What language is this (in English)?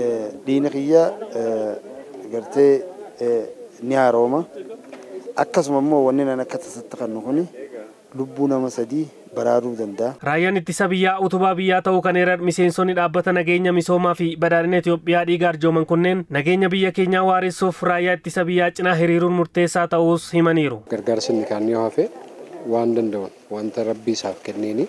Oromo